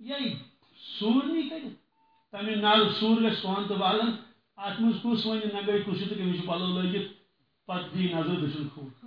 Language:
Kashmiri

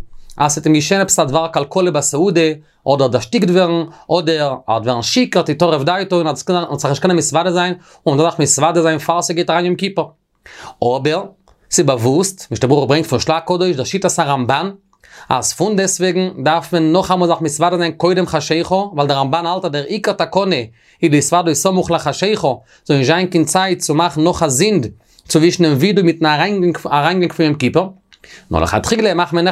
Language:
Yiddish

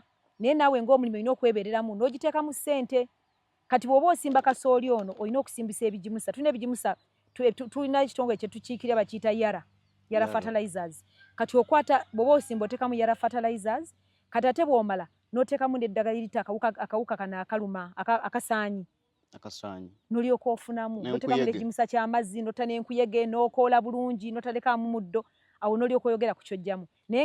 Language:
Ganda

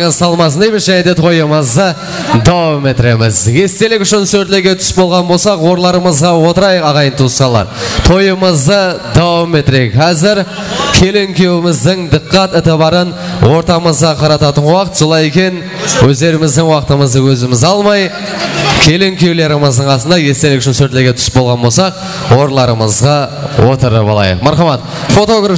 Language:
Kara-Kalpak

